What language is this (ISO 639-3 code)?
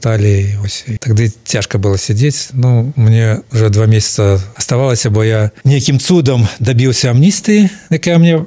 bel